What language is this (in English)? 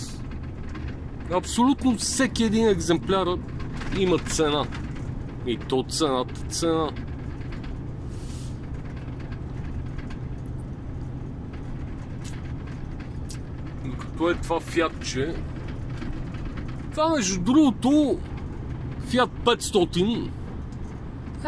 Bulgarian